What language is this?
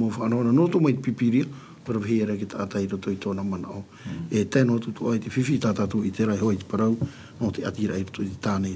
Tahitian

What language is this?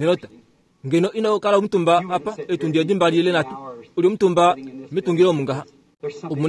Kuanyama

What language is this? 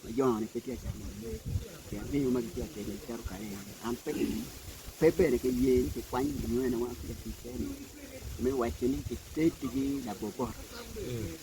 Acoli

